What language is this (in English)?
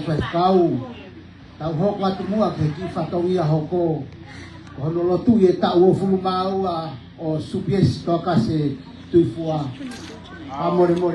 Tongan